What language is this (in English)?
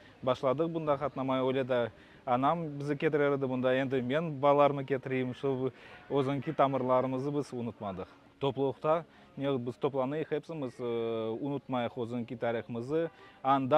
Crimean Tatar